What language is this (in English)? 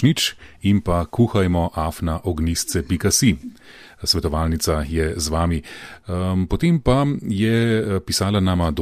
Slovenian